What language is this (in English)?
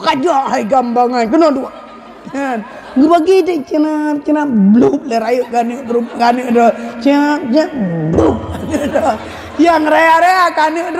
Achinese